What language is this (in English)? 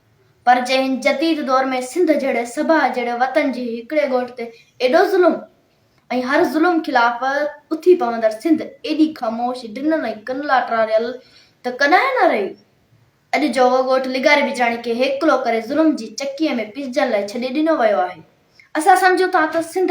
Sindhi